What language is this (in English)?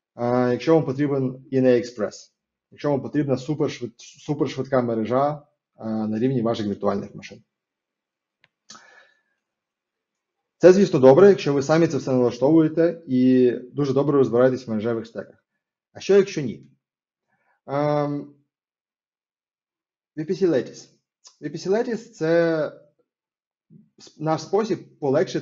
Ukrainian